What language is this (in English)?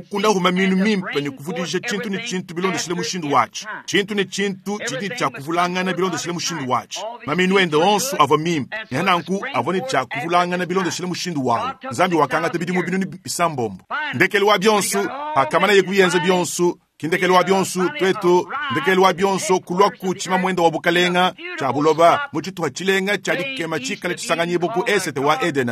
Luba-Lulua